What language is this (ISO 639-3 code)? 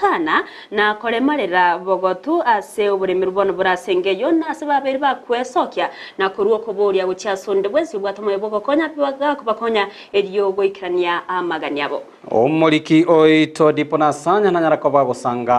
guz